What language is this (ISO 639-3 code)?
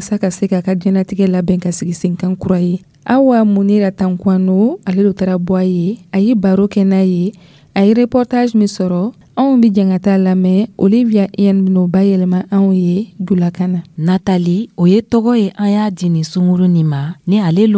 dyu